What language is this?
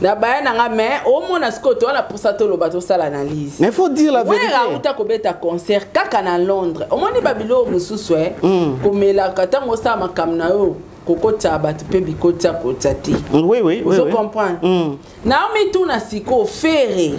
Lingala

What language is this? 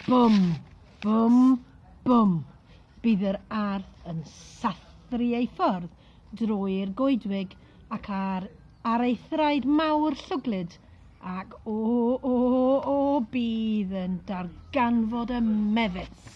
Welsh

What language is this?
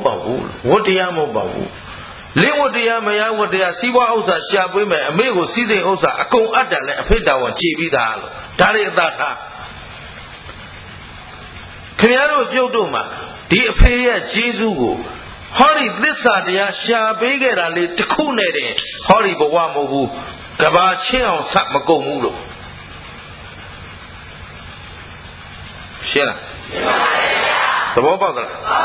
Burmese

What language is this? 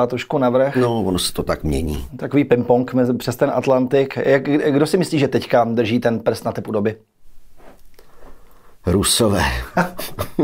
Czech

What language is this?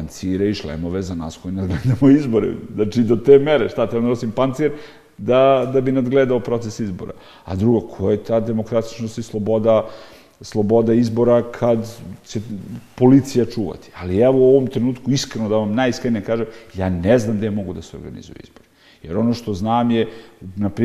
Serbian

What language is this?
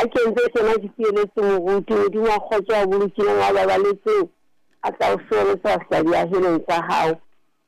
Southern Sotho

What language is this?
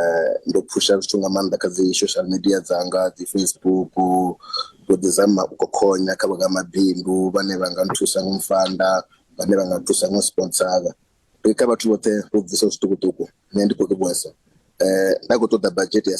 Venda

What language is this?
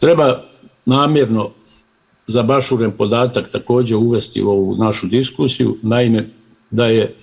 Bosnian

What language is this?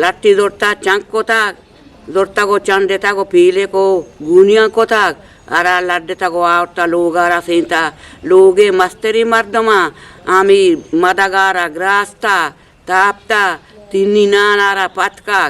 Eastern Balochi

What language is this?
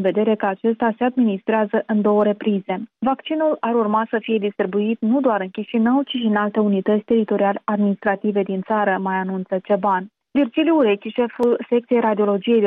Romanian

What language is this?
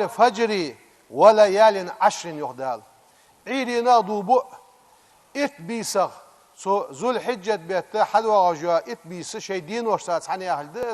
Ingush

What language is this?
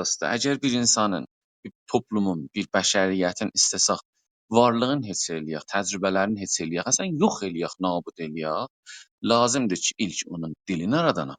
South Azerbaijani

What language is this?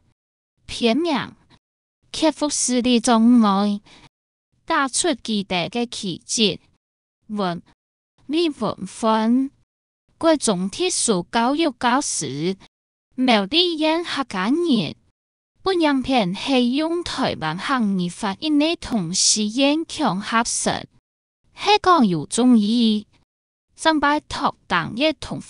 Hakka Chinese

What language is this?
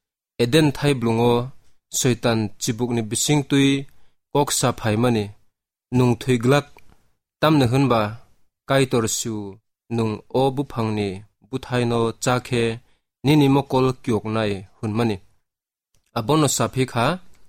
Kok Borok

